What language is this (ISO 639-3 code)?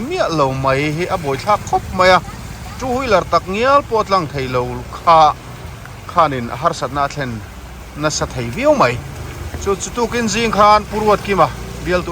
lus